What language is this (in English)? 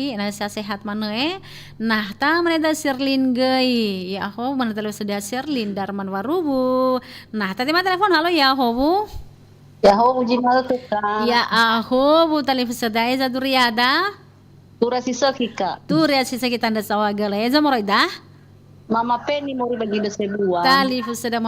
Nias